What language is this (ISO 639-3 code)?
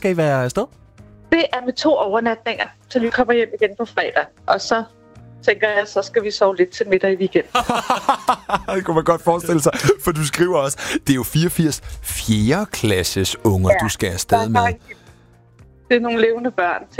dan